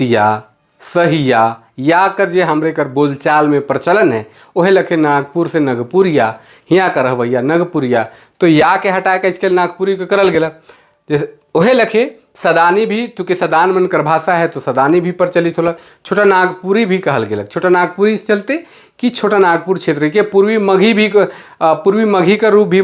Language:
Sadri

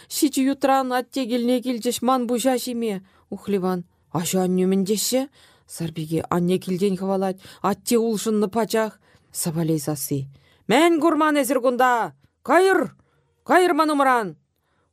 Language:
Chuvash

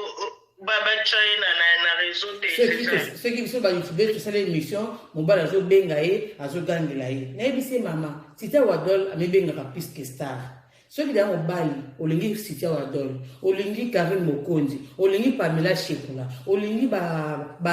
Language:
Lingala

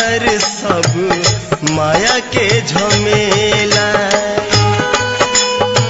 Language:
Bhojpuri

